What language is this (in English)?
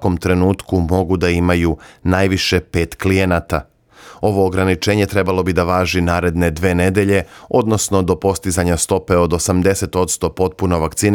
Serbian